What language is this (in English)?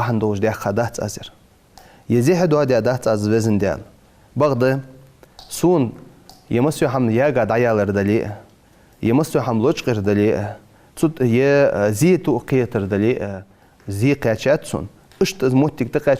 Ingush